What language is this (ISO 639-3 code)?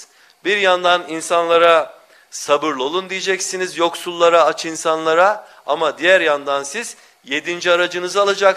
tur